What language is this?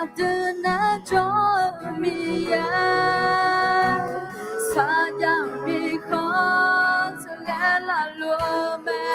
Akha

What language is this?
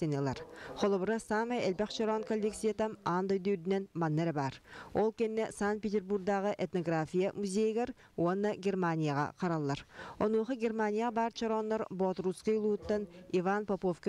Yakut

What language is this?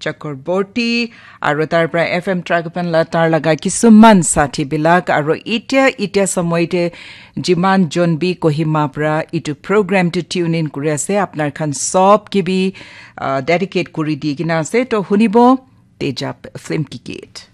Naga Pidgin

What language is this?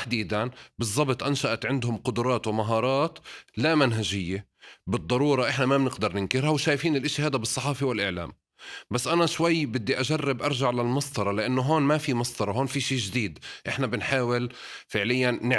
North Levantine Arabic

